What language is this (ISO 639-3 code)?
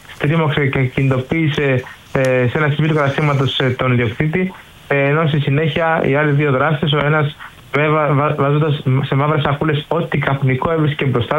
ell